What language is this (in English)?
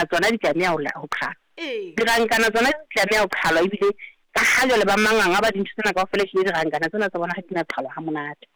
Southern Sotho